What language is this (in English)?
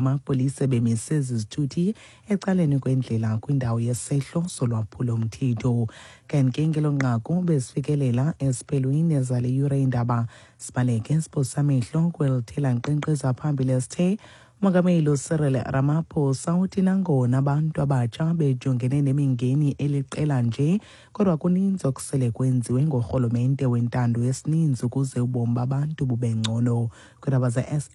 Xhosa